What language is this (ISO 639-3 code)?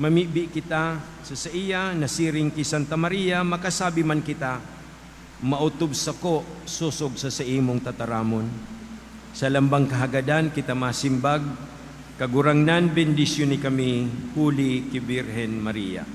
bik